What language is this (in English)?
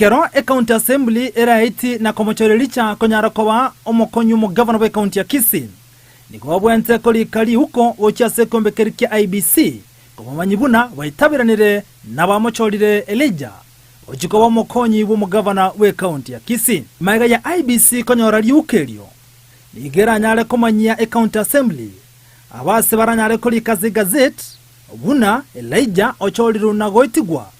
Gusii